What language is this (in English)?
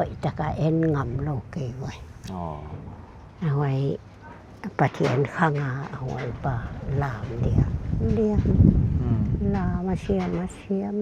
Paite Chin